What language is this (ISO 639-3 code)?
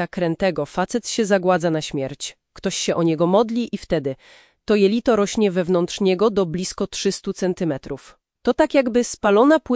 pol